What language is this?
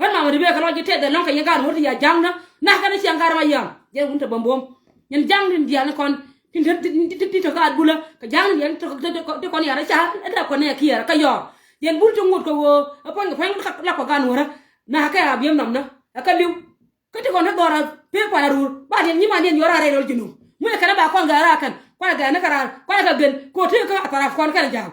Nuer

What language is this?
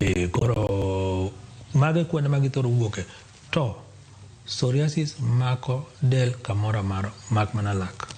Luo (Kenya and Tanzania)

